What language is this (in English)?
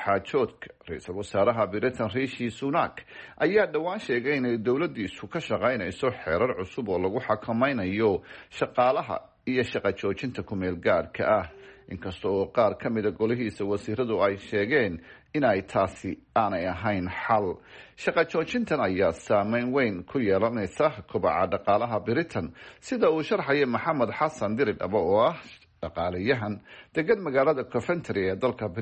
Somali